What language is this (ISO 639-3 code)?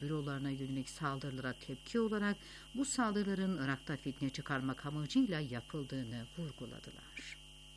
tur